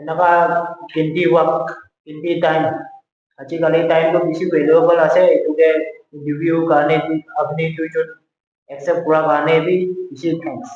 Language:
Naga Pidgin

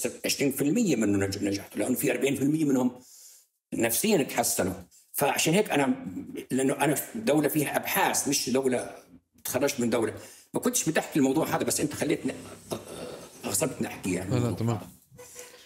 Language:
North Levantine Arabic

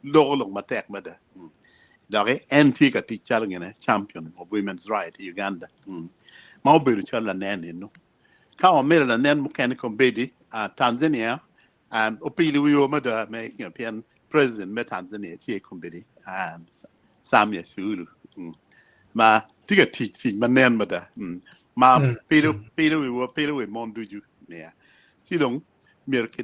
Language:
Acoli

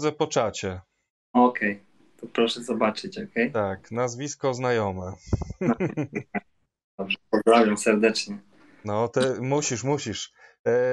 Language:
Polish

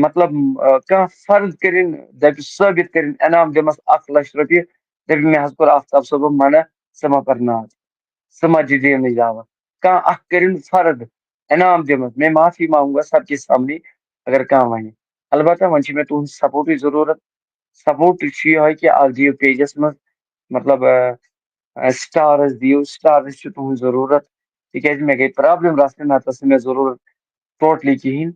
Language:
Kashmiri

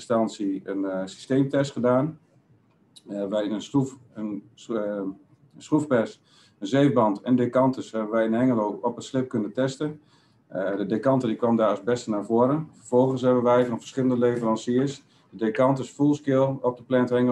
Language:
Dutch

